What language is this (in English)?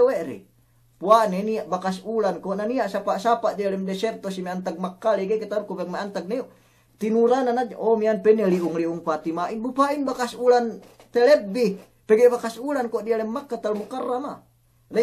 Yakan